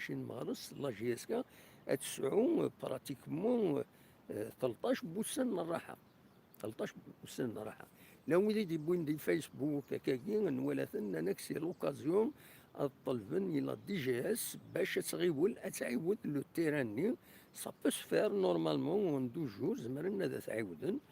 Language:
Kabyle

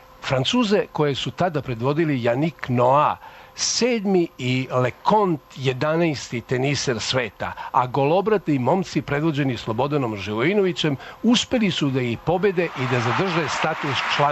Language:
Serbian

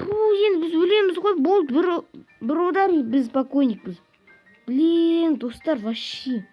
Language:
Kazakh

